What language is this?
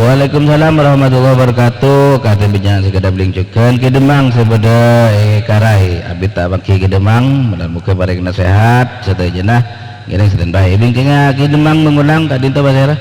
Madurese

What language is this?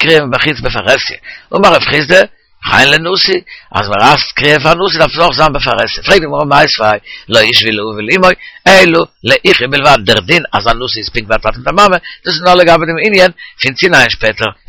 Yiddish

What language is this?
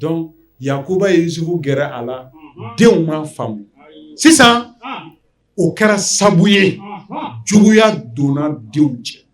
Bambara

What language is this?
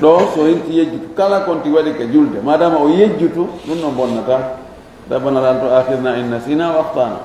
Fula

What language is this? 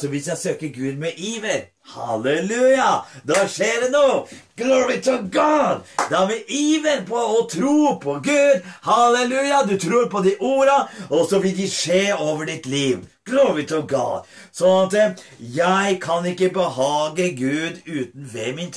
Norwegian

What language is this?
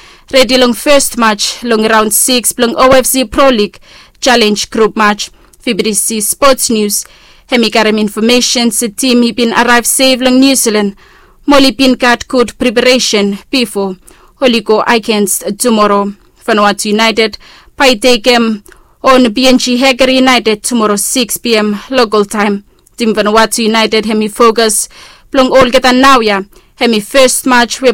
Bislama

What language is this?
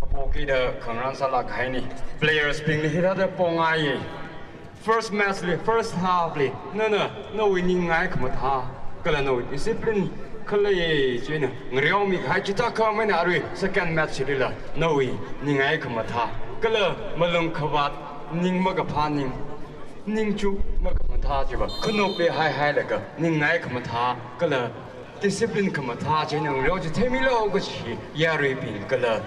Tangkhul Naga (India)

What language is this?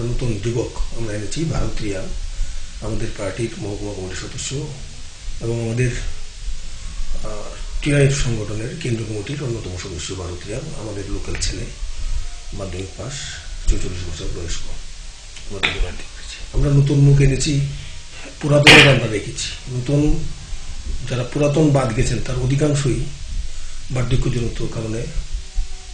Bangla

